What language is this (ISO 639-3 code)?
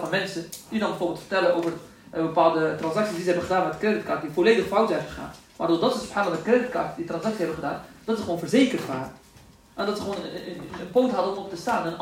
nld